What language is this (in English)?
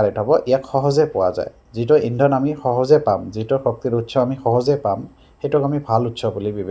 Assamese